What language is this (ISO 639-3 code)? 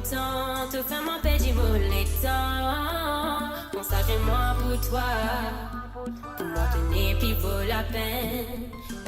mfe